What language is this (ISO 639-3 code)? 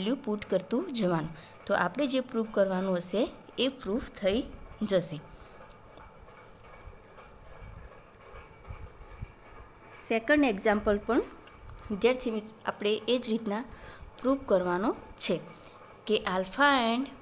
guj